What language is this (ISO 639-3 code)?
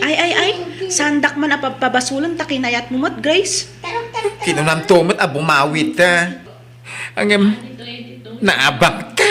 ilo